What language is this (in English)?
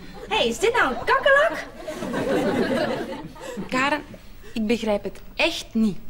Dutch